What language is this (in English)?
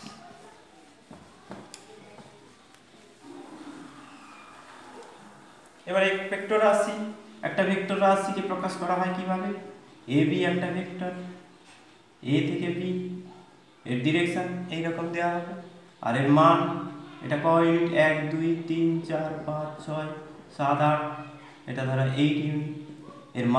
Bangla